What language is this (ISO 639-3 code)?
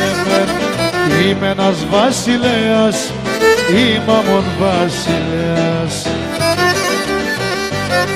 pnt